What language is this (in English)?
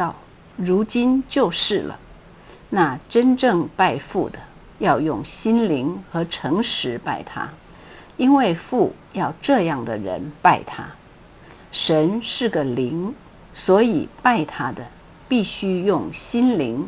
Chinese